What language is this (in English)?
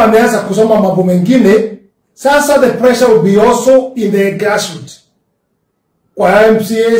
Swahili